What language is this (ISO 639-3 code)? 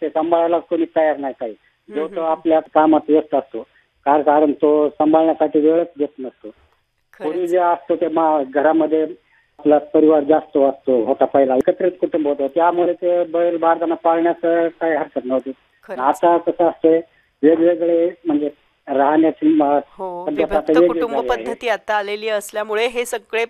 mar